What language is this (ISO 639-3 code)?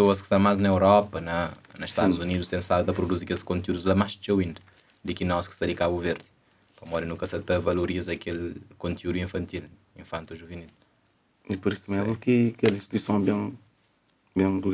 kea